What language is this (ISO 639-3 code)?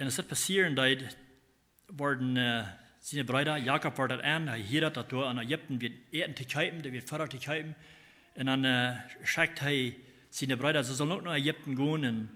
pdt